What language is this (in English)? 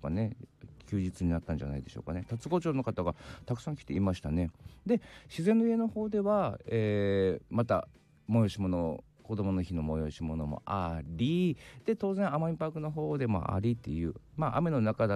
Japanese